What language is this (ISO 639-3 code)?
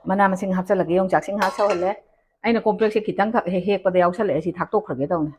mni